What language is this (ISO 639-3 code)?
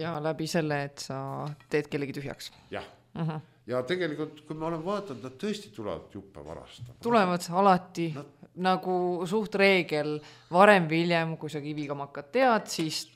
est